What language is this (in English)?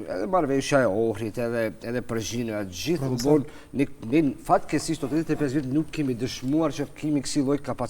Albanian